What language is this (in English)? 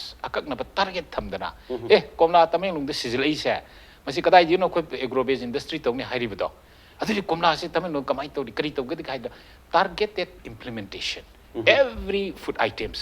Manipuri